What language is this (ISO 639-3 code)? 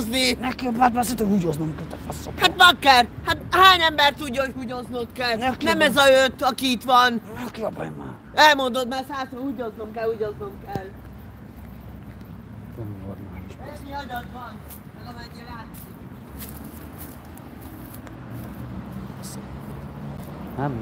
hun